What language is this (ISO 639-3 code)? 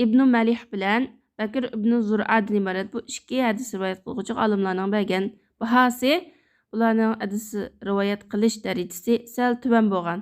uig